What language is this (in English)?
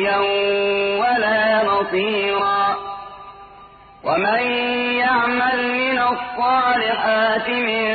Arabic